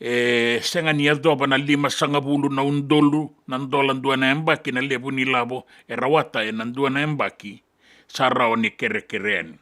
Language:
Fijian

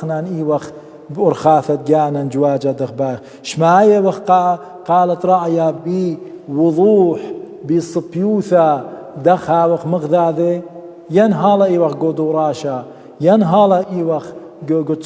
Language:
Assyrian Neo-Aramaic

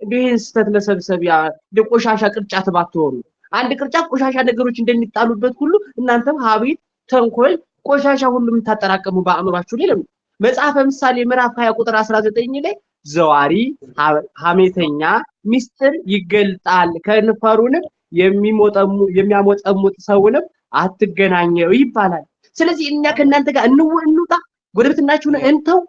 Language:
Amharic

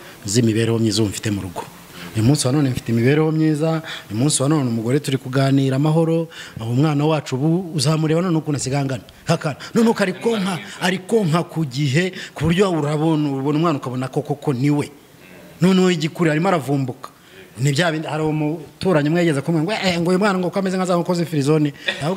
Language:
Kinyarwanda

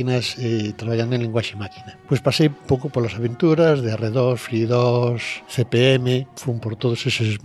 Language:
Galician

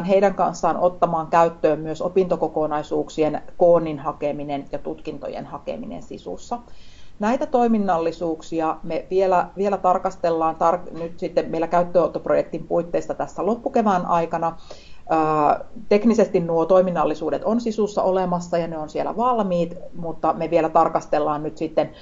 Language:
Finnish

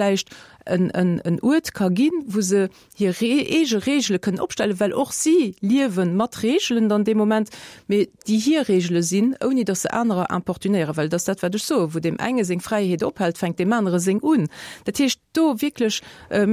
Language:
Luxembourgish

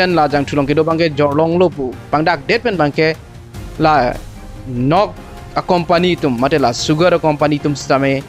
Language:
Karbi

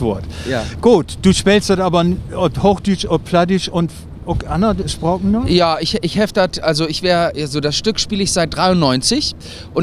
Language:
Low German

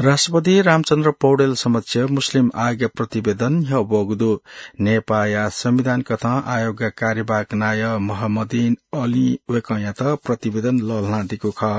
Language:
Newari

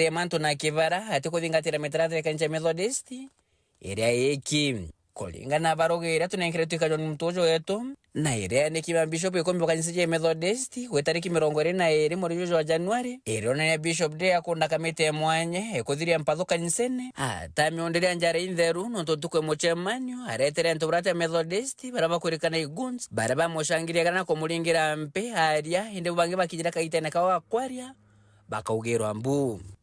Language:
Meru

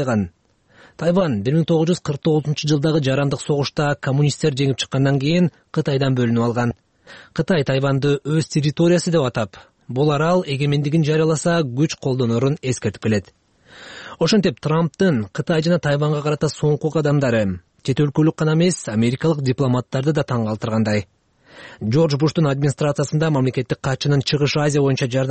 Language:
Kyrgyz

